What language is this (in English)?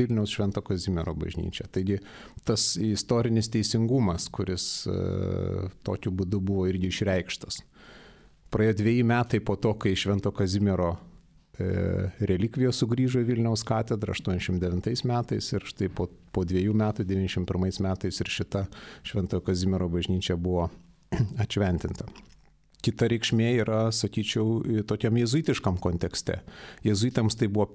Lithuanian